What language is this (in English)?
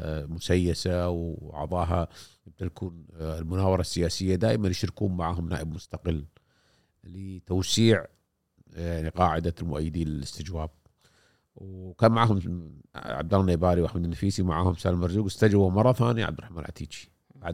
Gulf Arabic